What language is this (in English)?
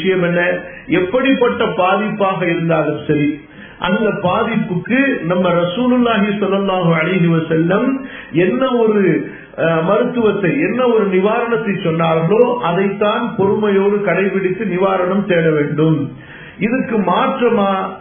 Tamil